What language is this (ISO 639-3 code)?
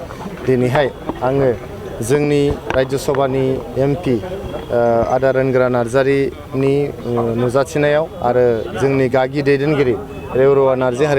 brx